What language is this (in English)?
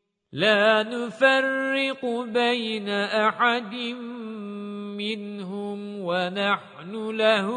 Arabic